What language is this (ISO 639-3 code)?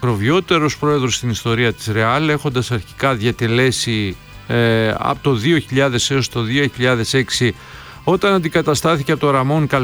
ell